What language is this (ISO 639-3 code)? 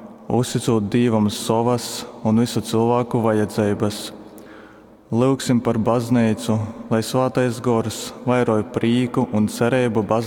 ltg